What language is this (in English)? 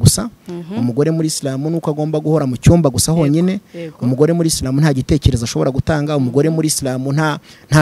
Kinyarwanda